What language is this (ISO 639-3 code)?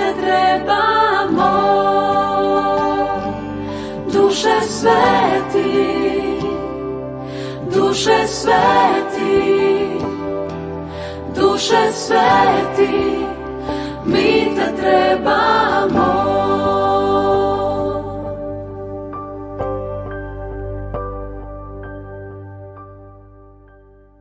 hrv